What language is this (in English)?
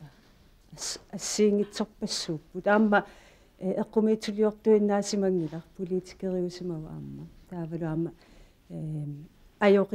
Kalaallisut